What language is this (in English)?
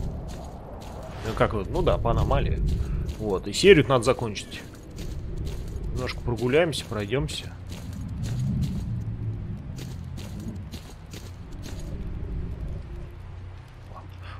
Russian